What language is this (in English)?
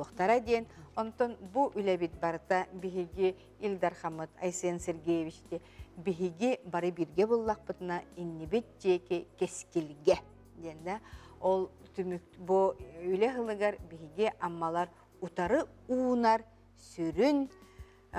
Yakut